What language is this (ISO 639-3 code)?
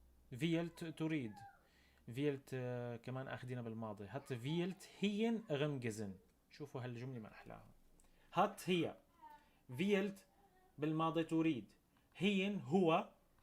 apc